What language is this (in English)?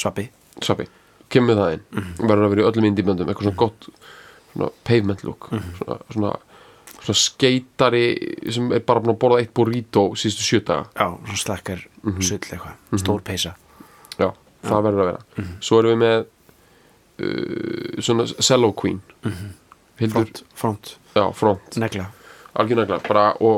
Icelandic